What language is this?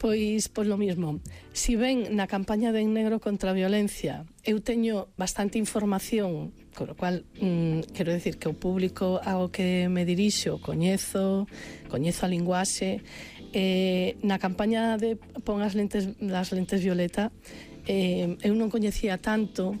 Galician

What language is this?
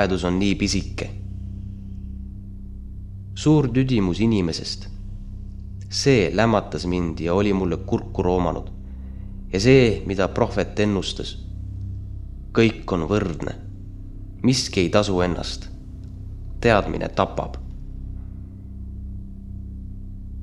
Estonian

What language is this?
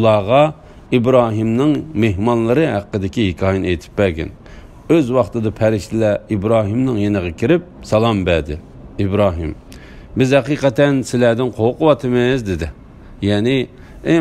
Uyghur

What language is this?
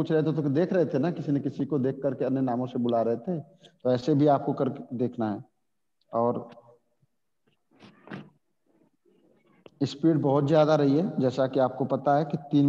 Hindi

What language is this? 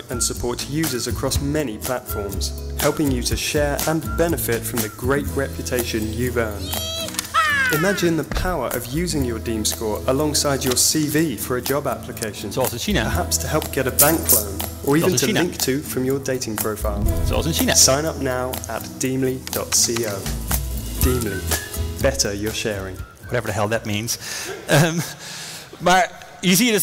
Dutch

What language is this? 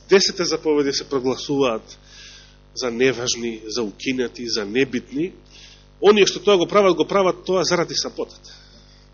Macedonian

